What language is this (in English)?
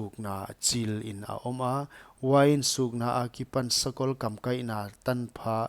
Paite Chin